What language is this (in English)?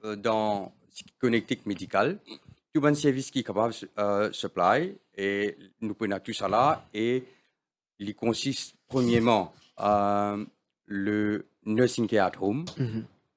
Morisyen